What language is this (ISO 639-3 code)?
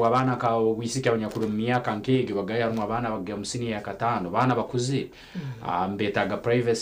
nyn